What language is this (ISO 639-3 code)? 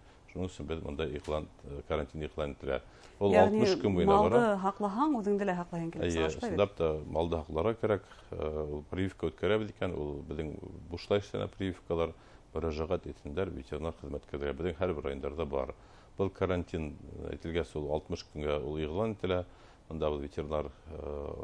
bak